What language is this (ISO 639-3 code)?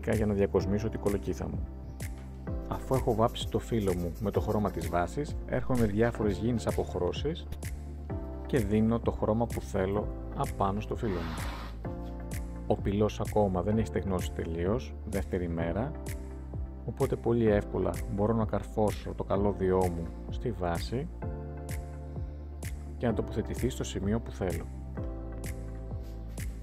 ell